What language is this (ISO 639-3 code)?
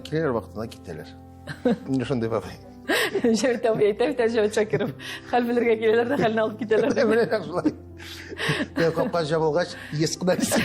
tat